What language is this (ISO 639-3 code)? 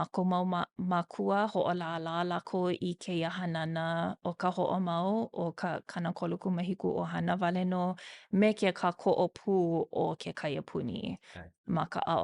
haw